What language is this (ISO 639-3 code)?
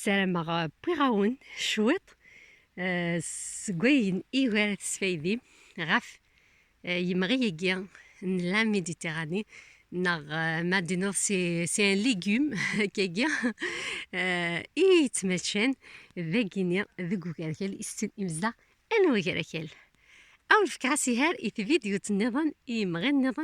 kab